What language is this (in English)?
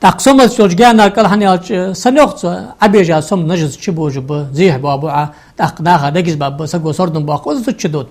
Ingush